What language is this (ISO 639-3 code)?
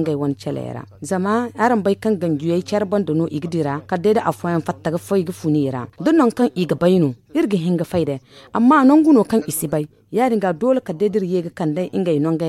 dje